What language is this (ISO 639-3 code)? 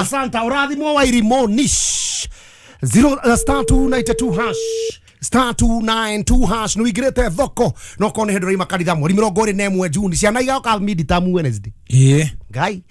kik